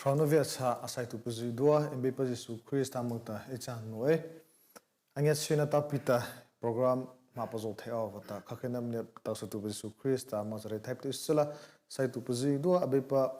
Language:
Mara Chin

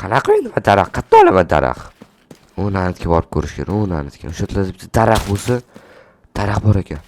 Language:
Uzbek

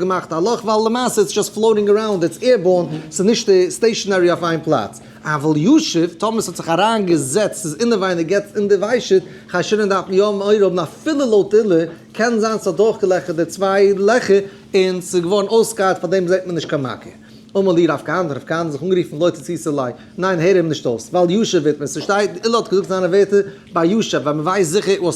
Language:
Yiddish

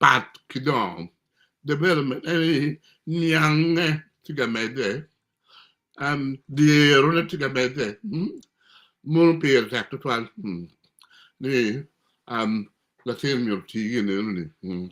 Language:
Acoli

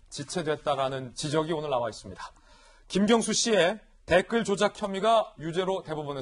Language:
Korean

